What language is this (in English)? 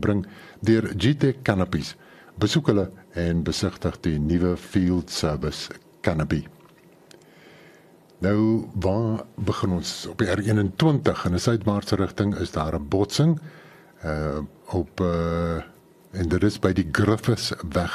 Afrikaans